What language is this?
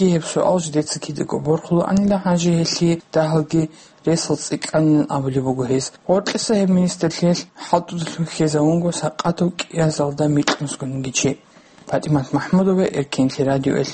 Avaric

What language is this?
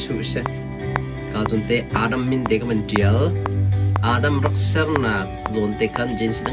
Hakha Chin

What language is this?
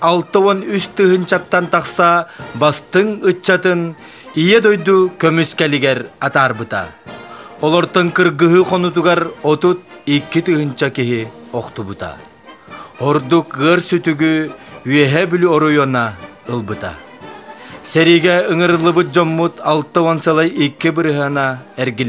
Yakut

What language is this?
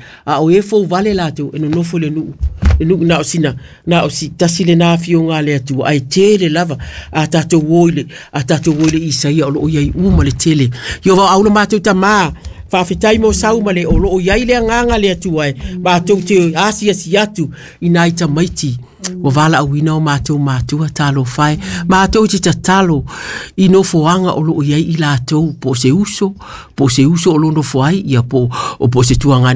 Samoan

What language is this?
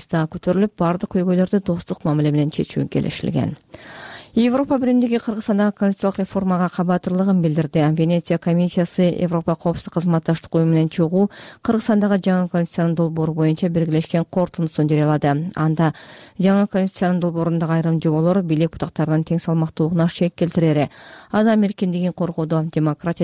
Kyrgyz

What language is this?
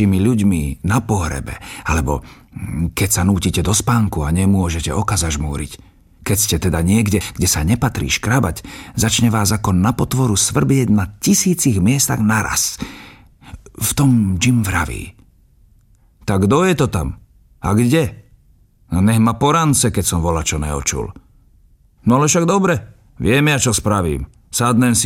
Slovak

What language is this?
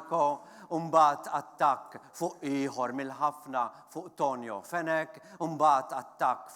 Maltese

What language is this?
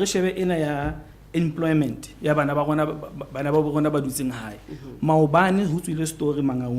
Southern Sotho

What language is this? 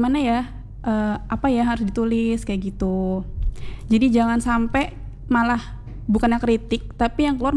Indonesian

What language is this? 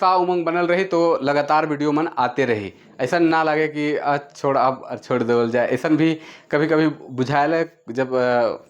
Sadri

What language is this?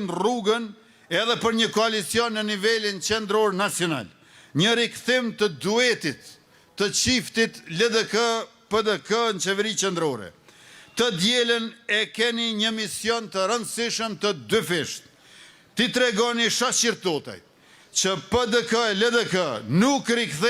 Albanian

